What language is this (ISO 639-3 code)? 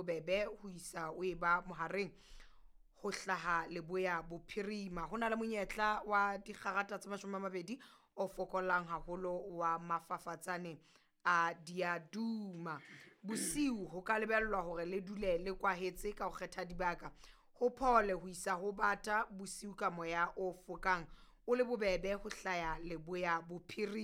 sot